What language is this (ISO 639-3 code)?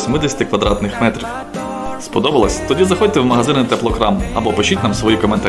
ukr